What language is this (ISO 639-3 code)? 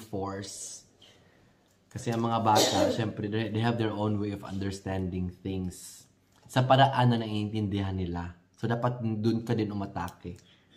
fil